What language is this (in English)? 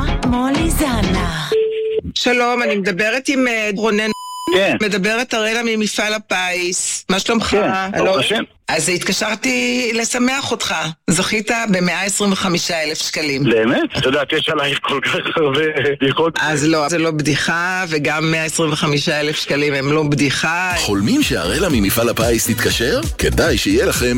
Hebrew